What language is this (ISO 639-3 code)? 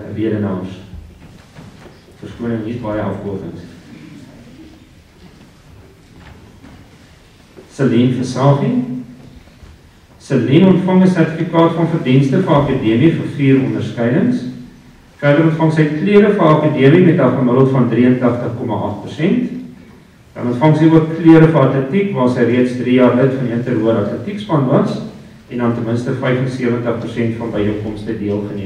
afr